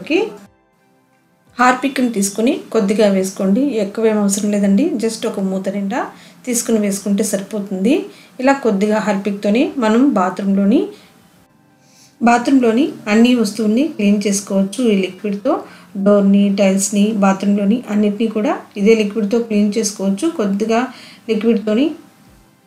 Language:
Telugu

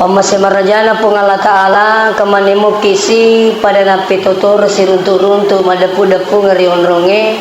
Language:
Buginese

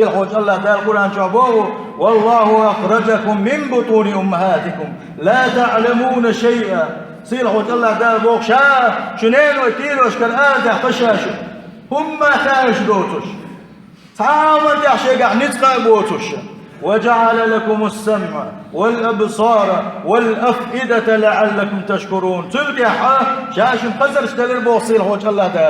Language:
Chechen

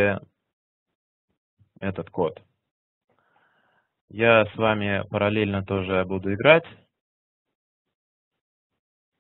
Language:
Russian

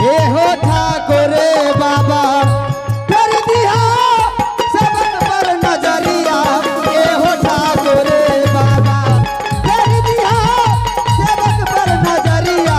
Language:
Angika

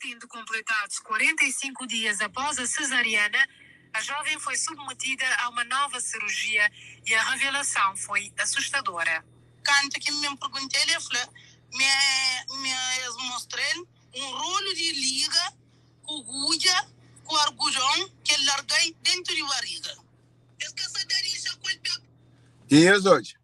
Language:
Kabuverdianu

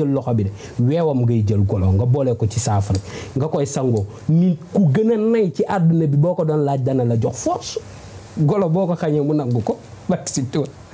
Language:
Wolof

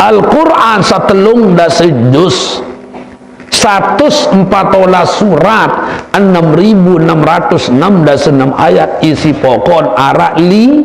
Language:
Sasak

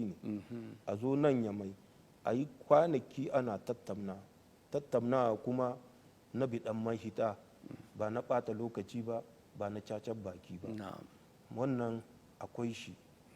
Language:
Hausa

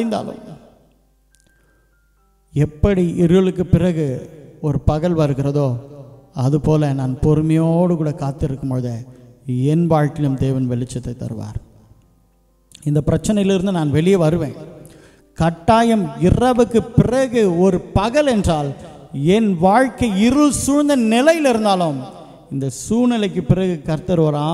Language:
Tamil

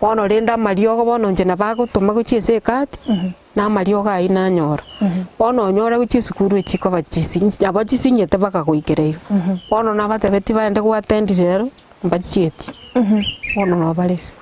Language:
Gusii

